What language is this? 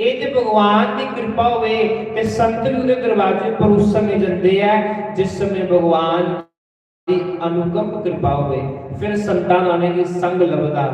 Dogri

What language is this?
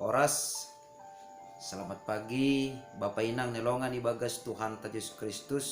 Batak Simalungun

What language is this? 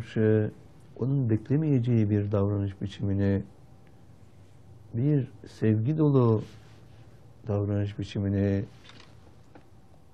Turkish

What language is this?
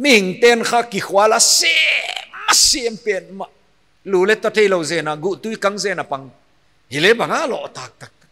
Paite Chin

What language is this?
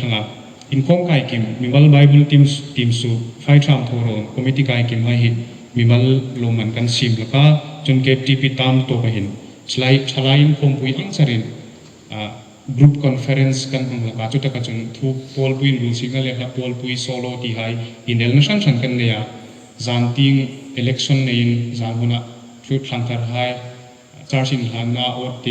Hmar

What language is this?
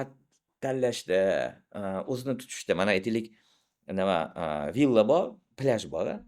Uzbek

